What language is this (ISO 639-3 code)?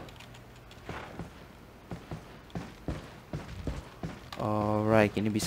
ind